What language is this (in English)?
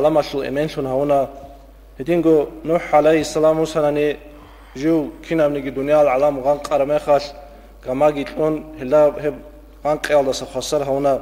Avaric